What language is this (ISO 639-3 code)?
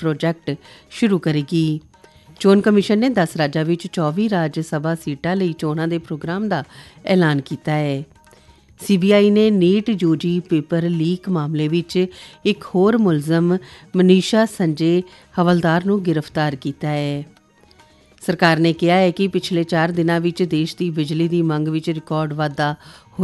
pan